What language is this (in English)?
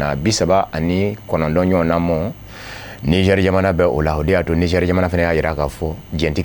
Bambara